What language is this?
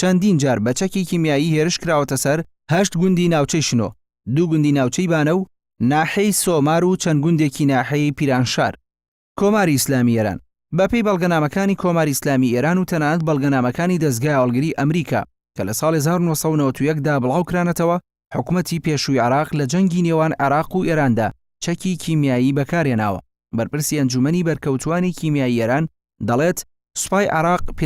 Central Kurdish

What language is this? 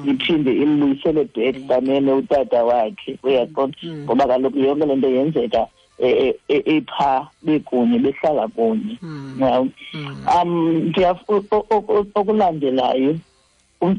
Xhosa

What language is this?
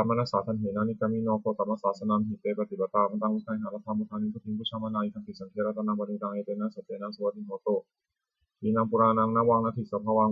Pali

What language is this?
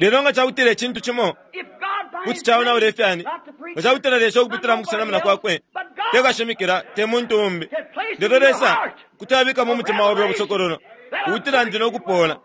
Bemba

